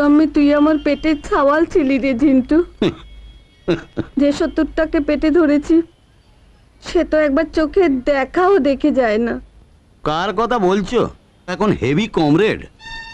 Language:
Bangla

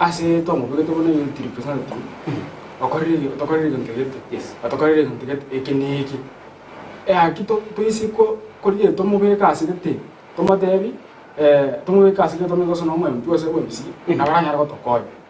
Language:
Gusii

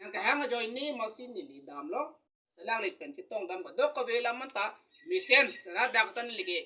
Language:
Karbi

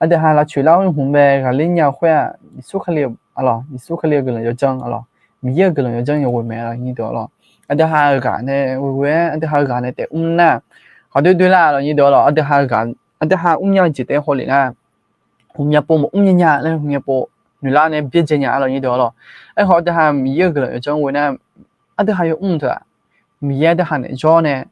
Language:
Akha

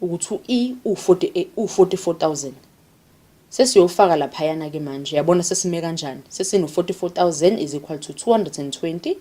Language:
Zulu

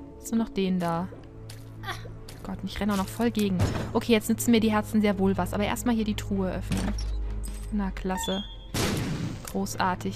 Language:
German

